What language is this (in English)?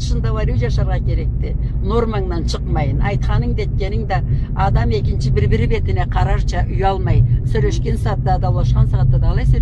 Karachay-Balkar